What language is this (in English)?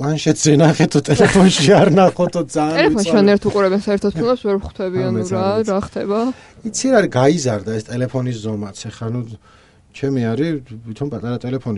Georgian